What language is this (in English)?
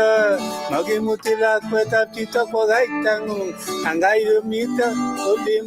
Kalenjin